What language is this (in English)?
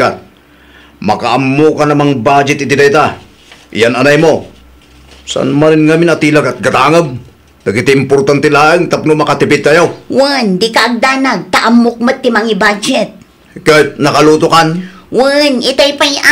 Iloko